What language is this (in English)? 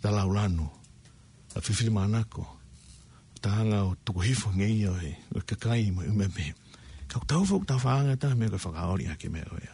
Tongan